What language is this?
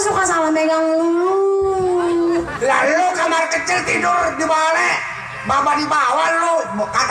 Betawi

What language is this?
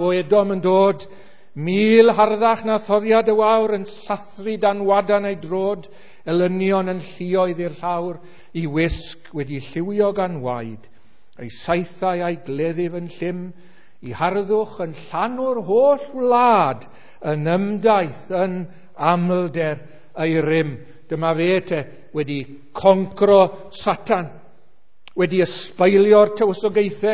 Welsh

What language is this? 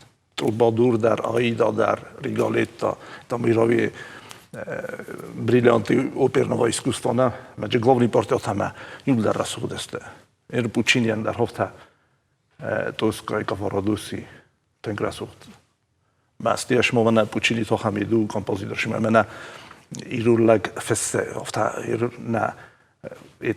Ossetic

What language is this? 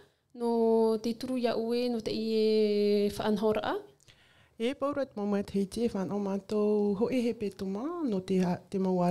Tahitian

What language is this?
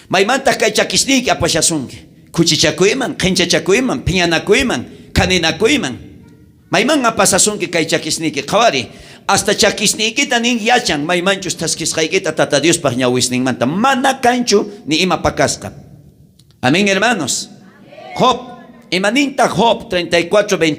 South Bolivian Quechua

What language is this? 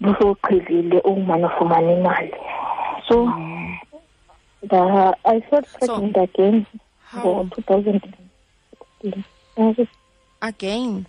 Xhosa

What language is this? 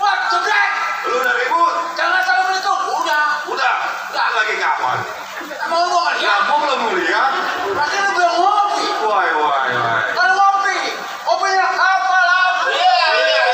Betawi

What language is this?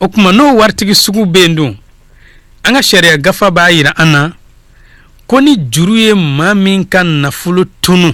Bambara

